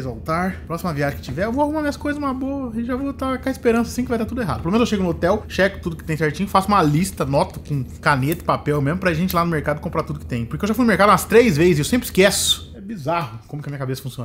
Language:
Portuguese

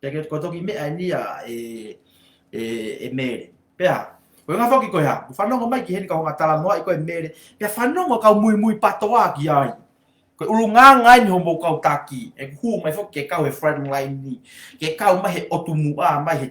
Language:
Tongan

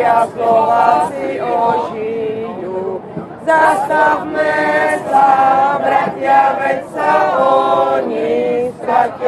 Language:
Czech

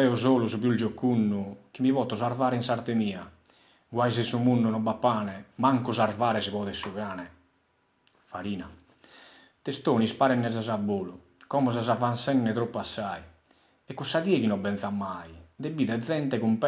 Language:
Sardinian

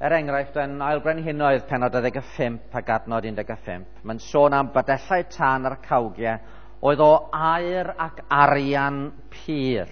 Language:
Welsh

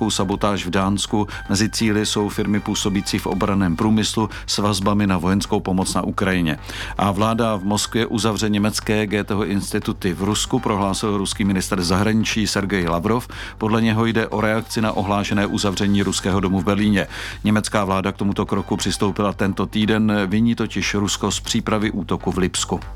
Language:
Czech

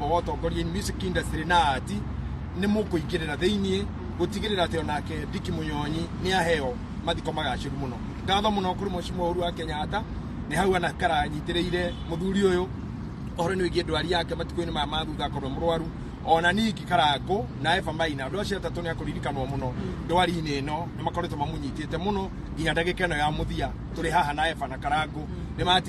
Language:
Kikuyu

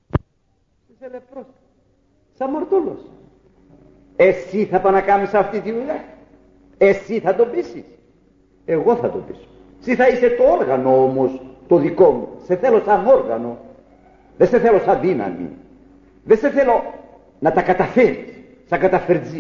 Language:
Greek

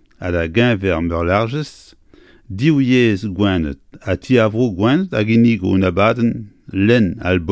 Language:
Breton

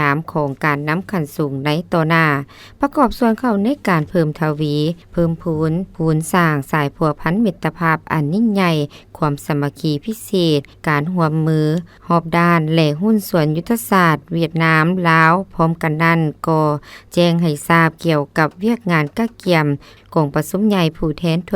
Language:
Lao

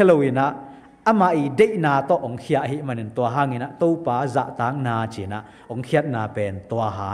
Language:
Tedim Chin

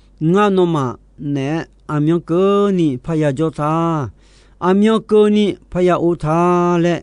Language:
Akha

